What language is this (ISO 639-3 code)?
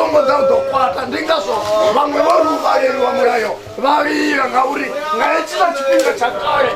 ven